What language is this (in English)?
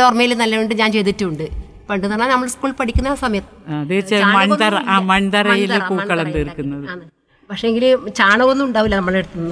Malayalam